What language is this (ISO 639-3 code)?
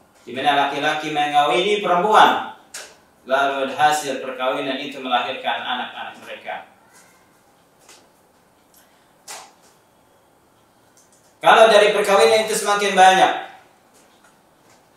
ind